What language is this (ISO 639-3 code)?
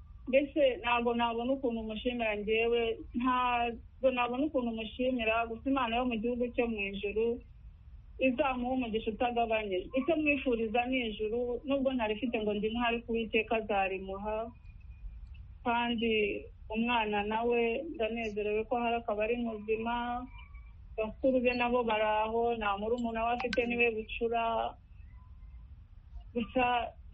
kin